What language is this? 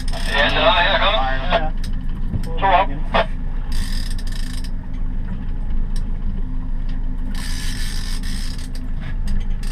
Danish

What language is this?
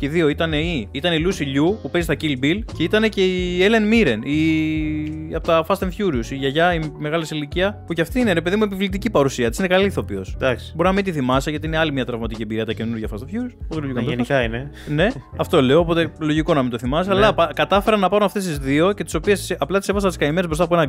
Greek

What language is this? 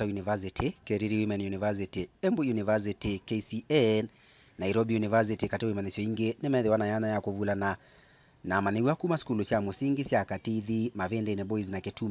Kamba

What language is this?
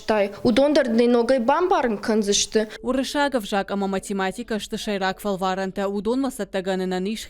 Ossetic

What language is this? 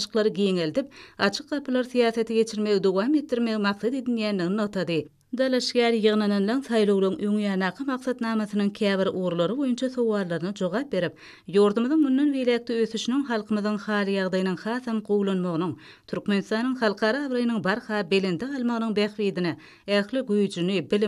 Turkmen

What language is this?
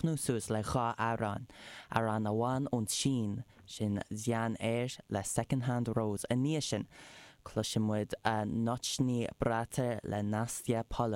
Irish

